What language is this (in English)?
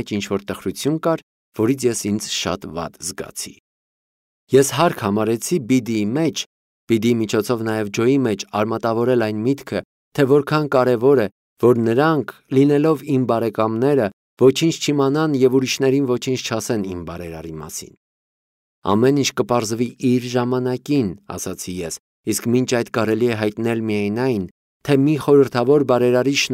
Armenian